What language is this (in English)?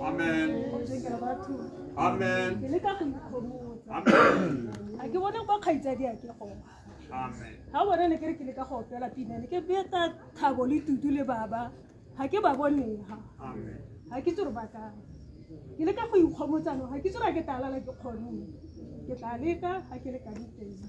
Tswana